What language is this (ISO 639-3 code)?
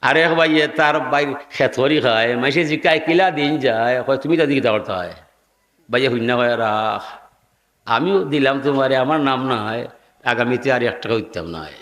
syl